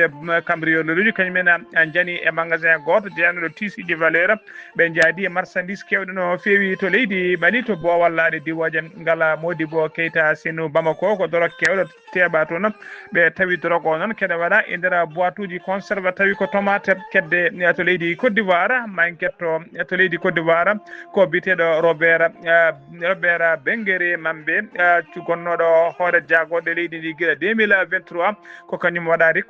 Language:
Fula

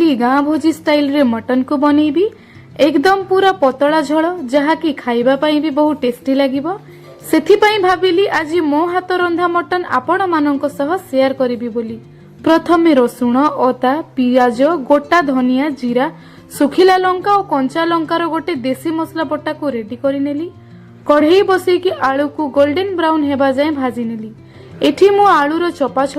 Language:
Odia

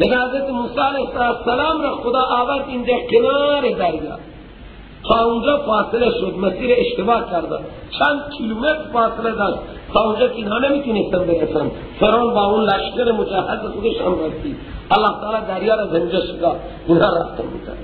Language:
Persian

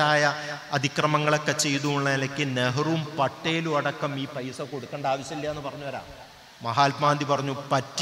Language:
Malayalam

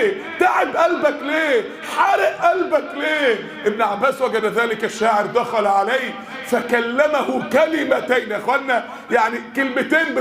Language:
Egyptian Arabic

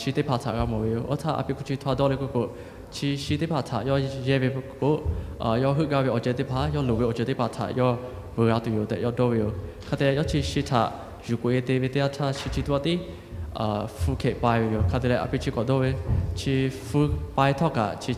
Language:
Lahu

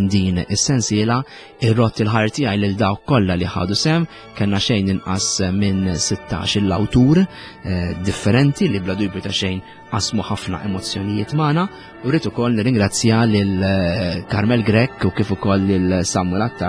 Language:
Maltese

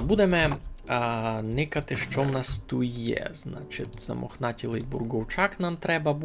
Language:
Rusyn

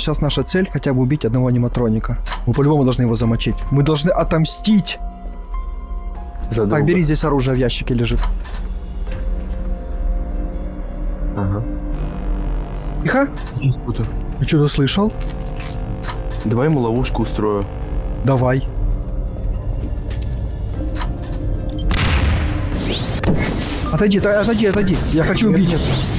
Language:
Russian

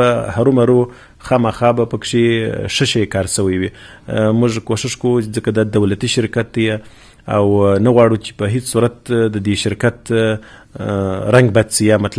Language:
Pashto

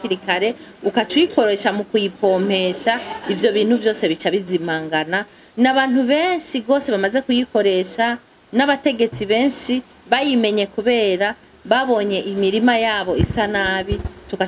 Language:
Rundi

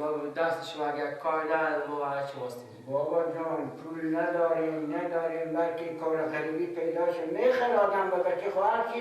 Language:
Persian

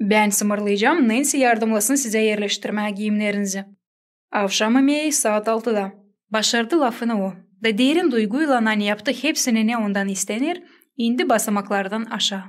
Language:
Gagauz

